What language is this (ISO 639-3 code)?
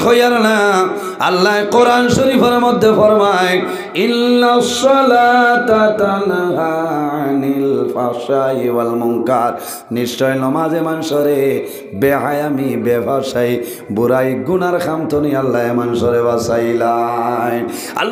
syl